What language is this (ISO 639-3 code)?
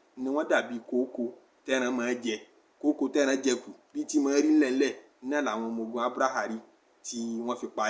yor